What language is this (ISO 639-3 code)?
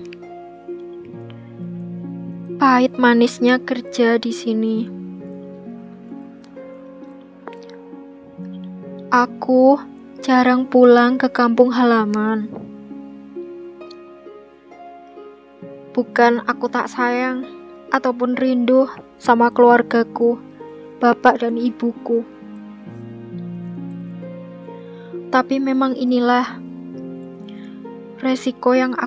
ind